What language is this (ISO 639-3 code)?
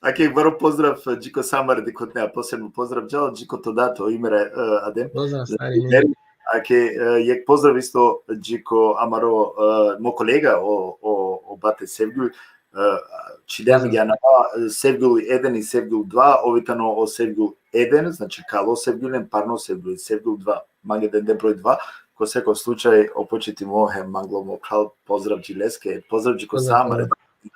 rmn